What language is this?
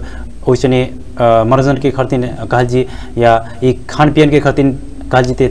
Bhojpuri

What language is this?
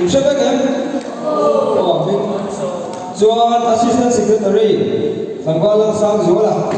Mizo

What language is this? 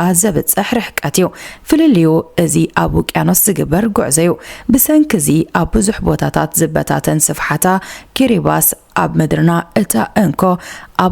Tigrinya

